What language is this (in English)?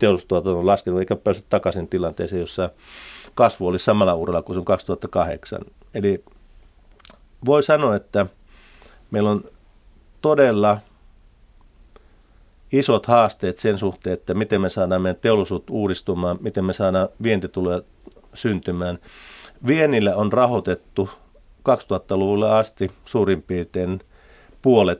Finnish